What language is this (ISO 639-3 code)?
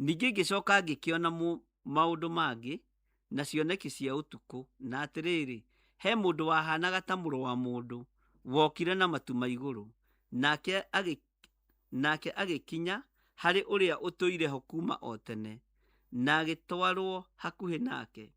kik